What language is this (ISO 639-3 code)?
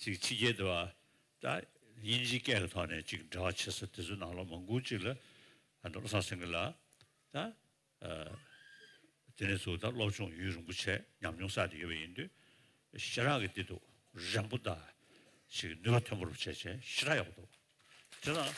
bod